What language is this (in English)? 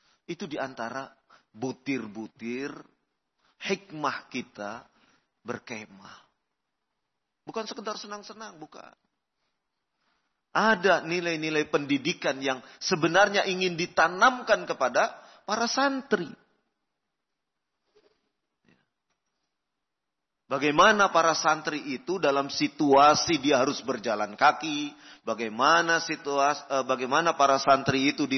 Indonesian